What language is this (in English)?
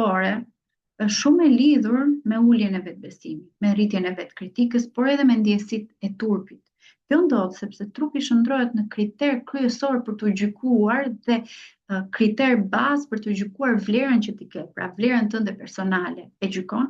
Albanian